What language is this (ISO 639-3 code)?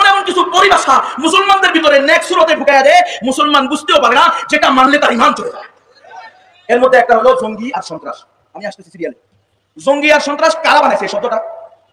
ben